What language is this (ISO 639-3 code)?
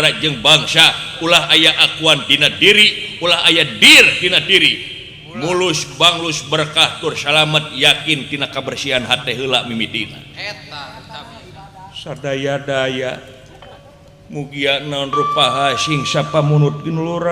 sun